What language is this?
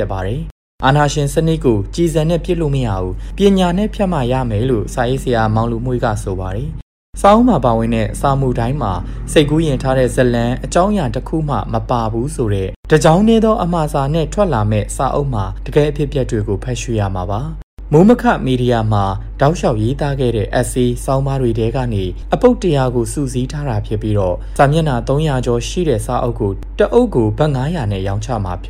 Burmese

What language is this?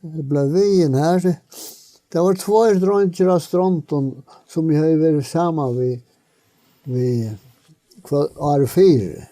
Faroese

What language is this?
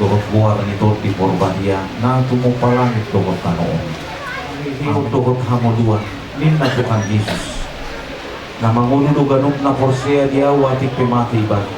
Batak Toba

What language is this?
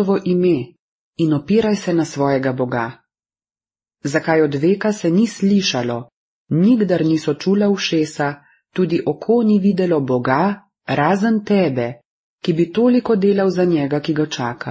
Slovenian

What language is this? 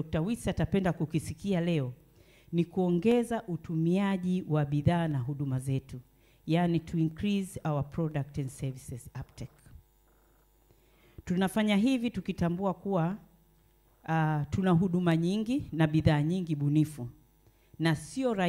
Swahili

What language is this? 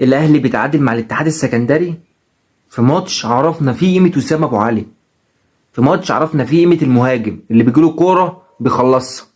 Egyptian Arabic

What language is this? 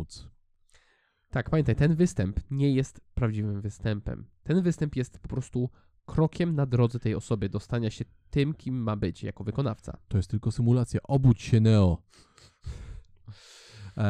Polish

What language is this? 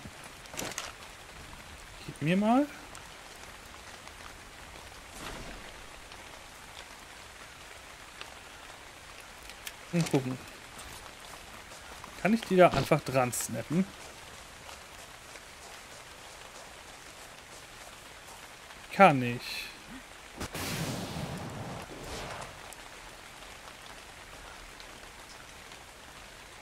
German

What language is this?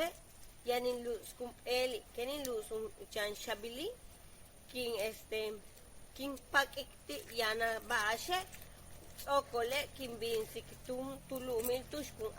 Yucateco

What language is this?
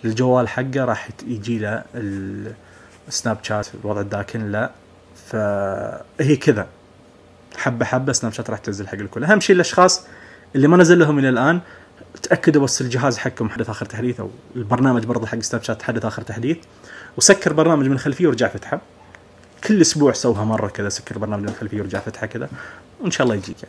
Najdi Arabic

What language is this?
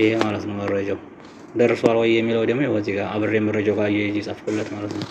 Amharic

